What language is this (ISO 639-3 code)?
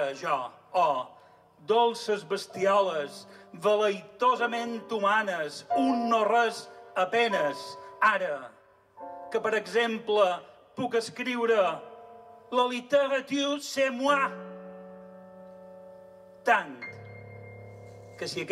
cat